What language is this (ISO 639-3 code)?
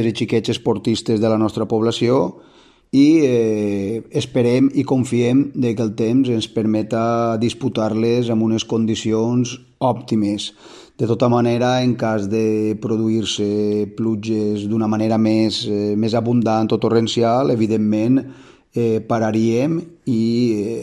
cat